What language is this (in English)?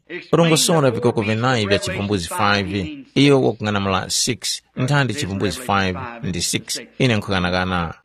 Tumbuka